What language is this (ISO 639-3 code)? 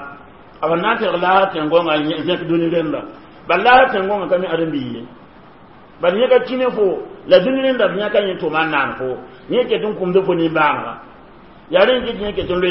mos